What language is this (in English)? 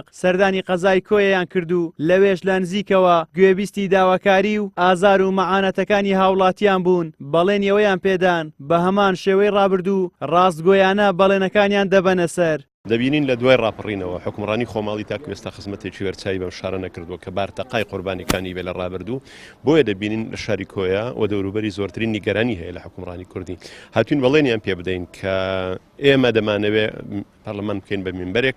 Central Kurdish